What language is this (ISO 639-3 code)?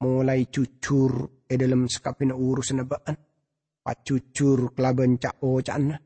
mad